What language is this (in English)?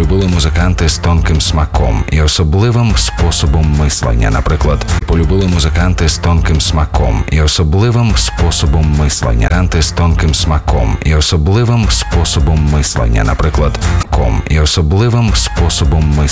Ukrainian